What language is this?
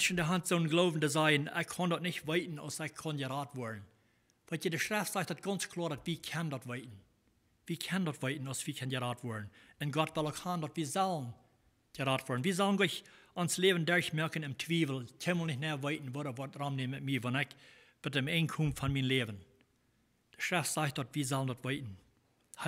Plautdietsch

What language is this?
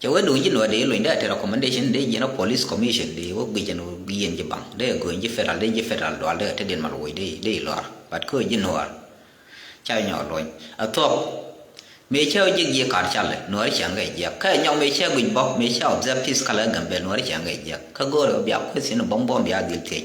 Nuer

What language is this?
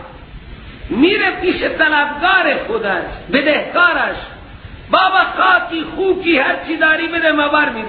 Persian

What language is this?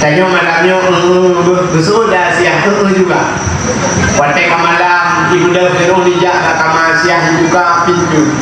Achinese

